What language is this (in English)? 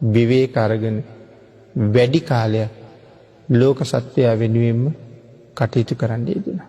Sinhala